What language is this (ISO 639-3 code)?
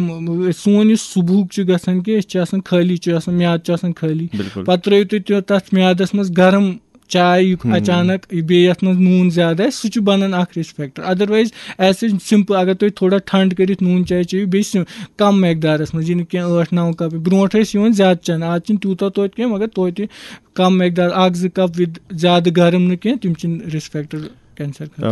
kas